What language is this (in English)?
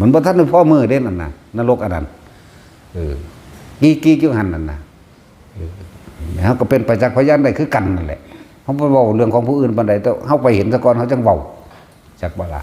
Northeastern Thai